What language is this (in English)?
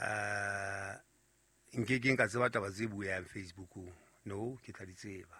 Southern Sotho